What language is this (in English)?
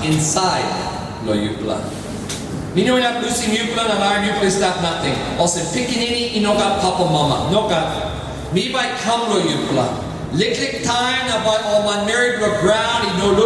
Tok Pisin